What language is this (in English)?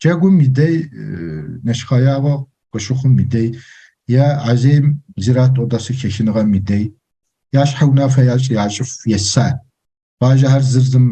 Kabardian